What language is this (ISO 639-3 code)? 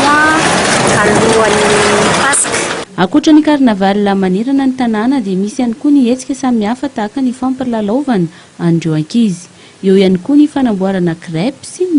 mlg